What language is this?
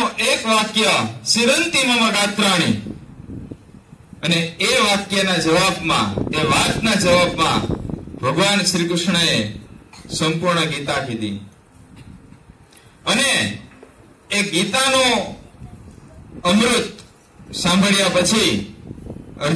Gujarati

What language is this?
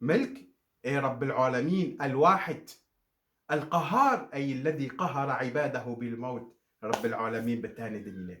Kurdish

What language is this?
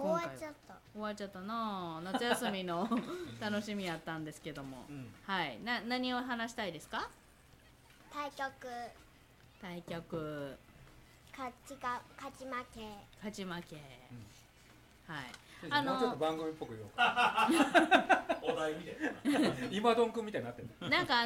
Japanese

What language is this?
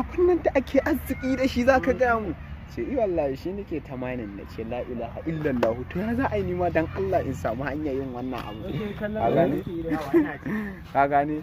Hausa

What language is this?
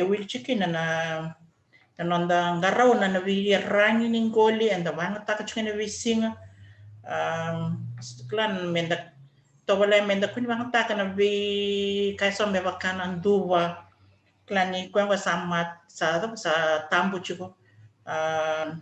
Fijian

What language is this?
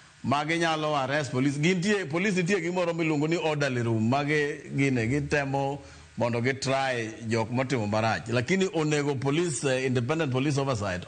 Luo (Kenya and Tanzania)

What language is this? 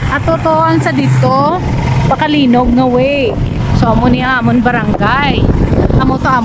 Hiligaynon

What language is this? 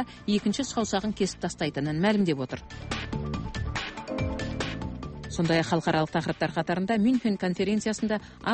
Kazakh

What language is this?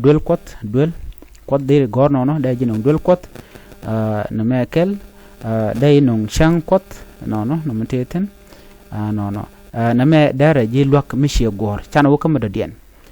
Nuer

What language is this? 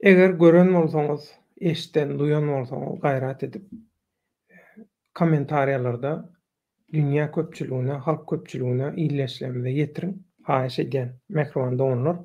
Turkmen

